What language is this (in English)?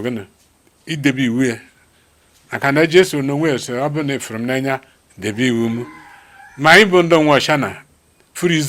Igbo